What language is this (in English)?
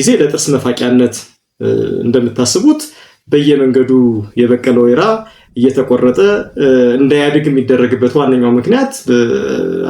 Amharic